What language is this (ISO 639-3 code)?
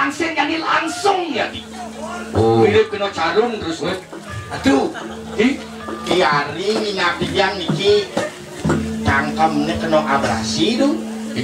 ban